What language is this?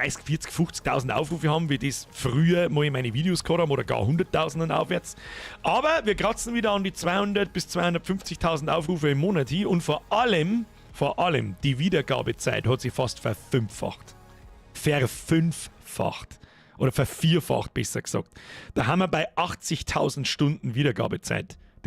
Bavarian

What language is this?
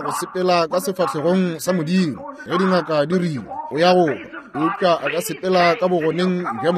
Northern Sotho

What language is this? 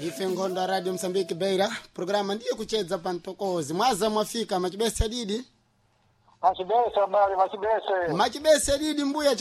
Sena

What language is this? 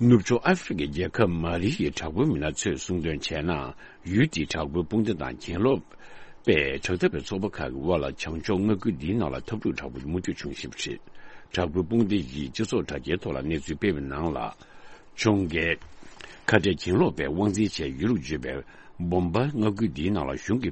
Tibetan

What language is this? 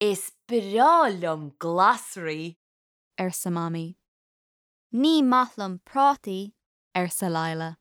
Irish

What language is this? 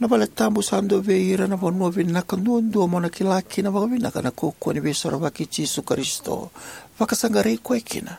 Fijian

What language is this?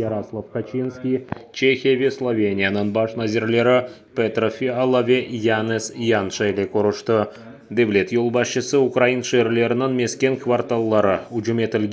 Crimean Tatar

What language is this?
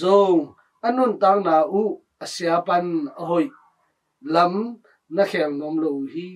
Tedim Chin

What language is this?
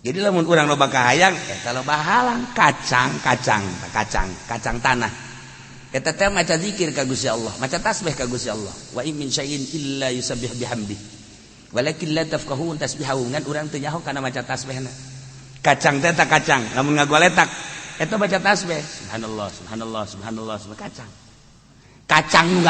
Sundanese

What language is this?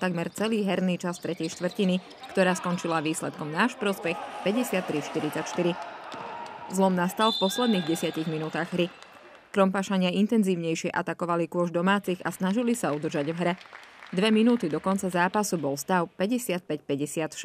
Slovak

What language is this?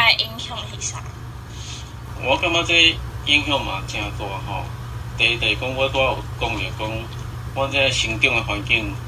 Min Nan Chinese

